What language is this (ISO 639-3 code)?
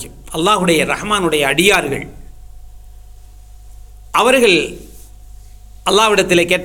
tam